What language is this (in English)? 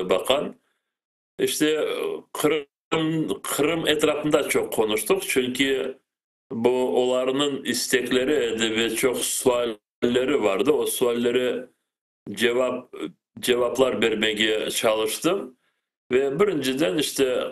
Crimean Tatar